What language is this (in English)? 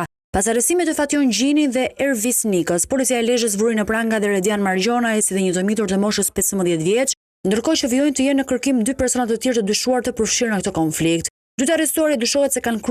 Albanian